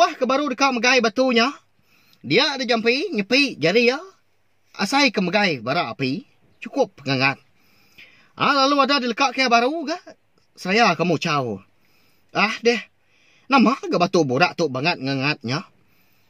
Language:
Iban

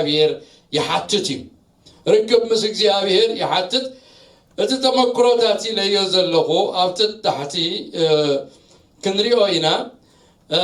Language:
Tigrinya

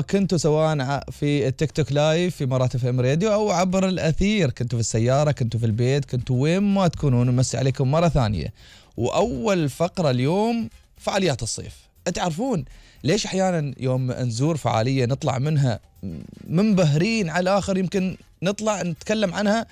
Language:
Gulf Arabic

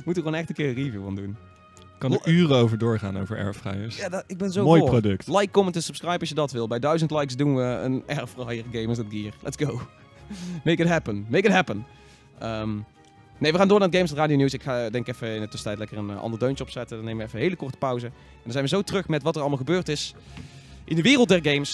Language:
Dutch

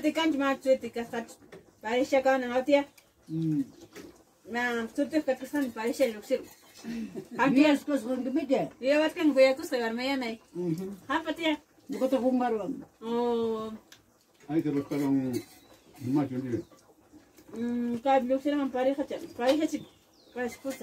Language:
Ayacucho Quechua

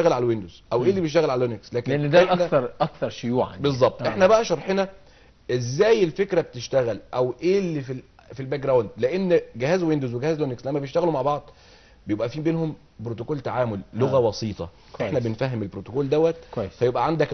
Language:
Egyptian Arabic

